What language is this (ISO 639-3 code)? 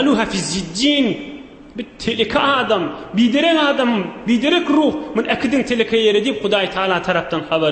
tuk